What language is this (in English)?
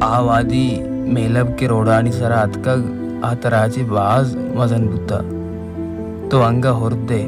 Baluchi